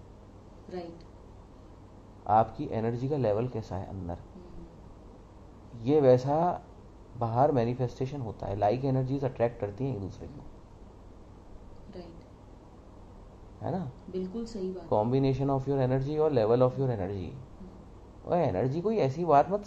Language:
Hindi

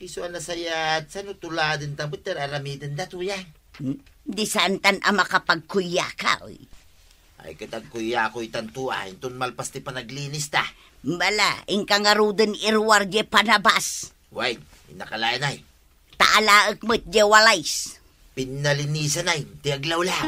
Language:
Iloko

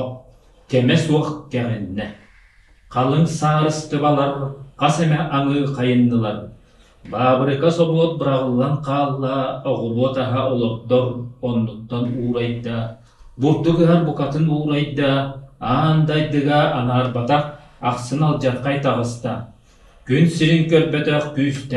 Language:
Yakut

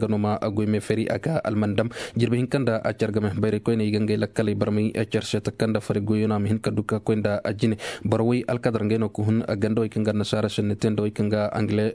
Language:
Koyraboro Senni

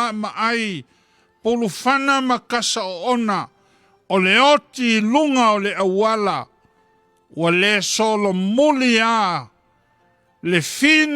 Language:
Samoan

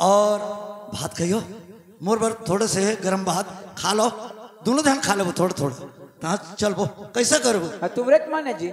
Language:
Chhattisgarhi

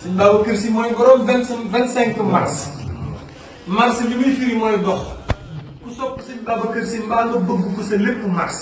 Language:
Wolof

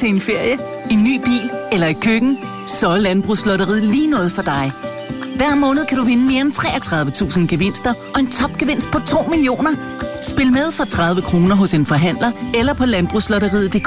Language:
Danish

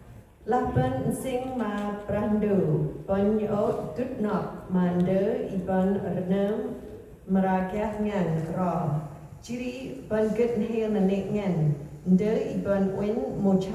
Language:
Central Mnong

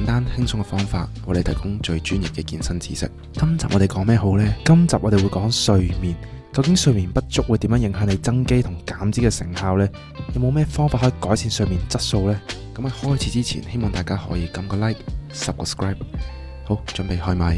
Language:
Cantonese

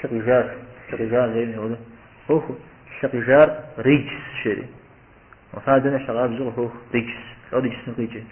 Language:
Kabardian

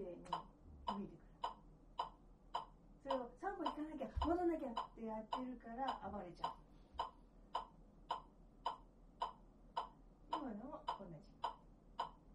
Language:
Japanese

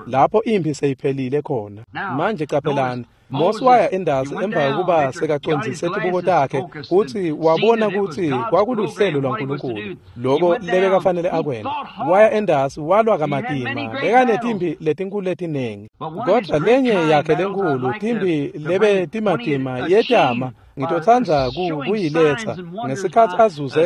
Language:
Swati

